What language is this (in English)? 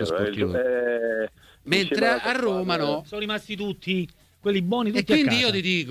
Italian